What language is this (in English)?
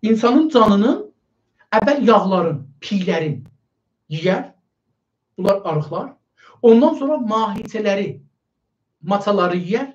South Azerbaijani